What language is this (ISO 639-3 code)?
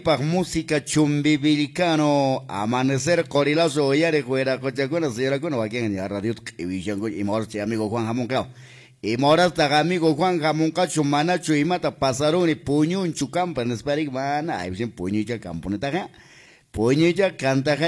que